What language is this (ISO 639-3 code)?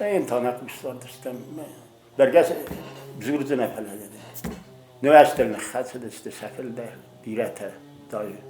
oss